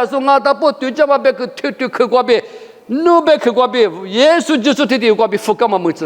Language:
Lisu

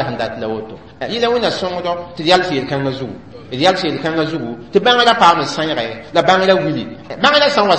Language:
Mossi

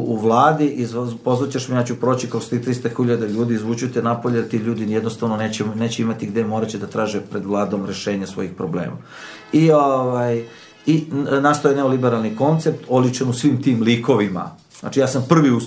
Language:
Serbian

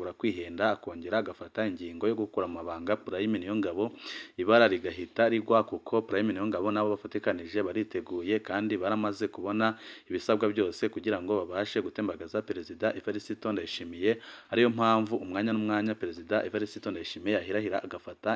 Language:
Rundi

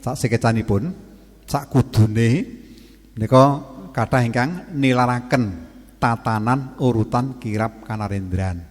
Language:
Javanese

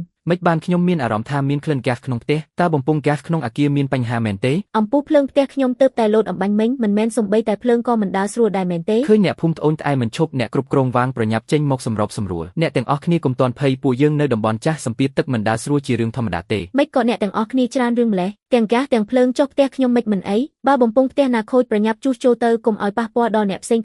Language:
Khmer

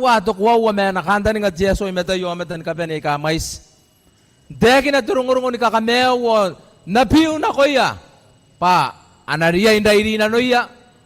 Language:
Gilbertese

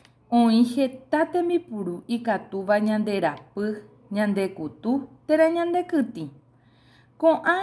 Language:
Guarani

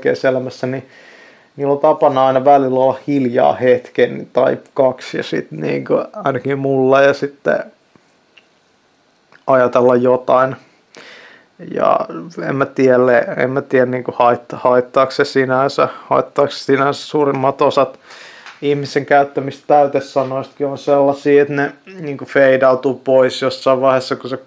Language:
Finnish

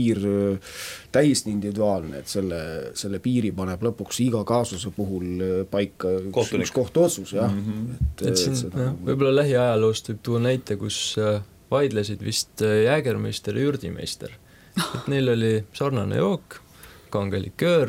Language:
Estonian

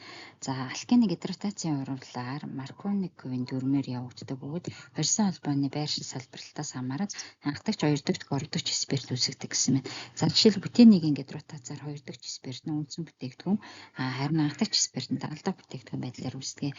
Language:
Mongolian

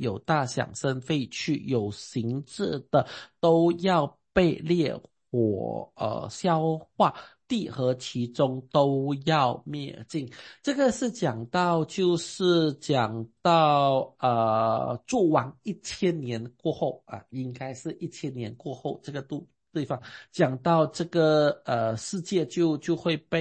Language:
Chinese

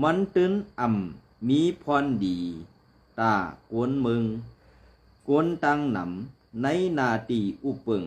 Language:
Shan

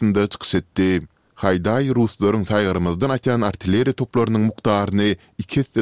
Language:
Turkmen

